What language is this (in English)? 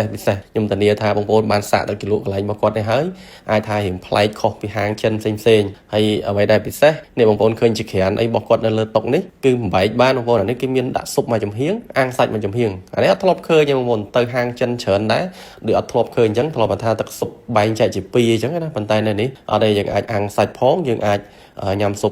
Khmer